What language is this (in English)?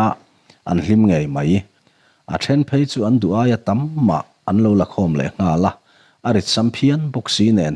Mizo